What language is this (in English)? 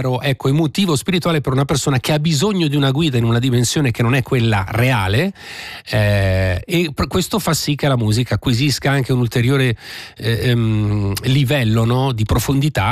Italian